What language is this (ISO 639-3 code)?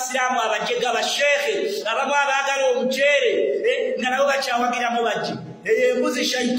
lug